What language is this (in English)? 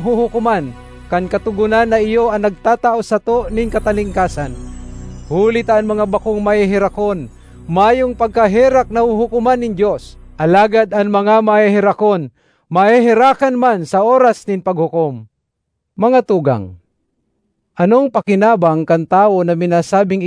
Bikol